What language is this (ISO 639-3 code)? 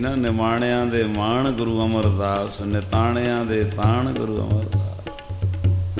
pan